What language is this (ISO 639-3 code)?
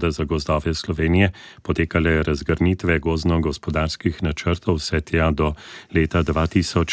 slv